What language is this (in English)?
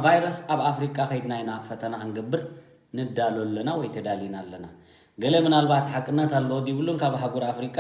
Tigrinya